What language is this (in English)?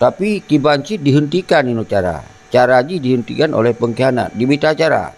Achinese